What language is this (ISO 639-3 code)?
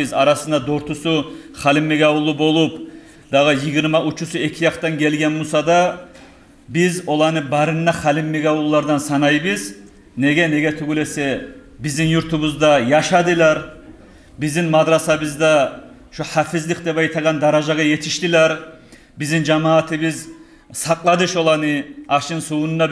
kum